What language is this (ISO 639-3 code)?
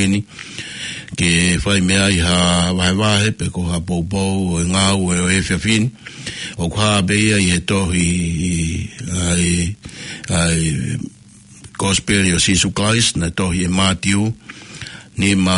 ton